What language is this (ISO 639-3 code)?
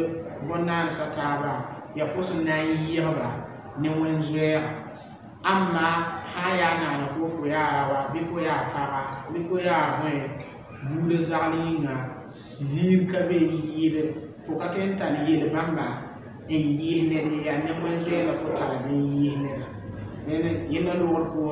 mos